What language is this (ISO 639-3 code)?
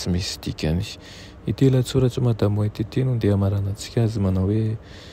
mlg